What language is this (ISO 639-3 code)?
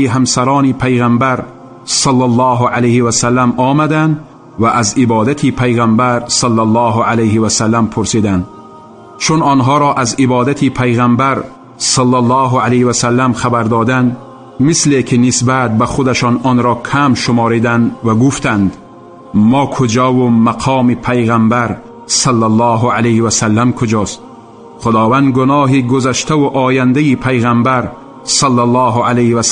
tgk